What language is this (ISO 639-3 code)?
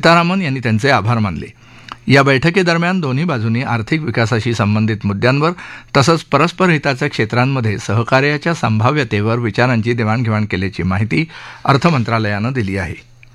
mar